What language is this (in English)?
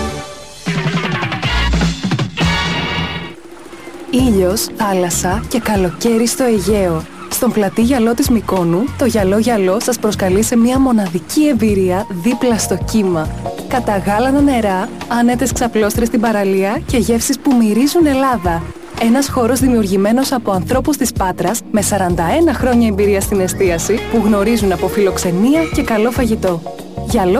Greek